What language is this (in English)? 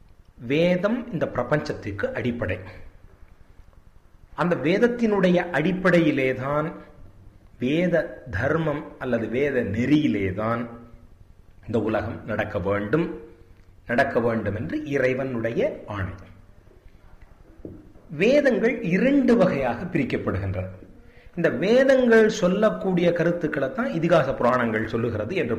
Tamil